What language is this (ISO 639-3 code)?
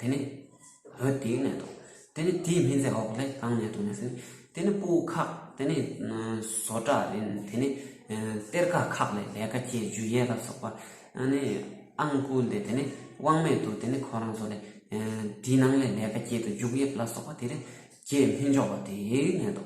bod